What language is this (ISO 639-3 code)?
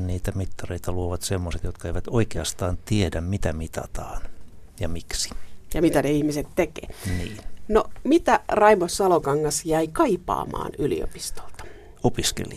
fin